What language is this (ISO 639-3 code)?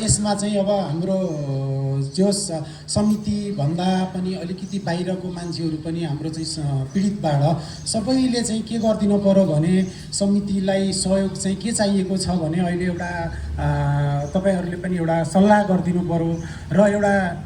nep